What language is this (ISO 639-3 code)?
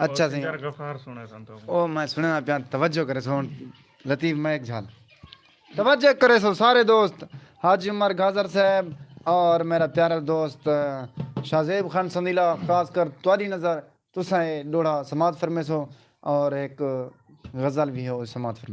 skr